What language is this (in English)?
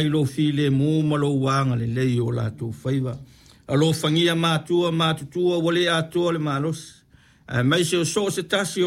Samoan